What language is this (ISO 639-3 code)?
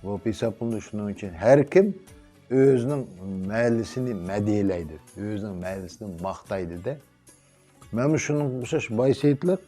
uig